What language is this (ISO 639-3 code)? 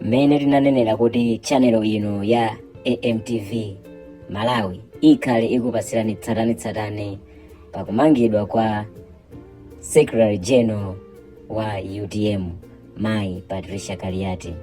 nya